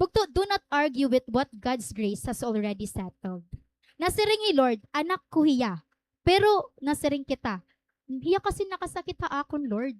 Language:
Waray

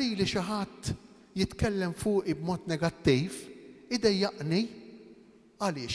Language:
Maltese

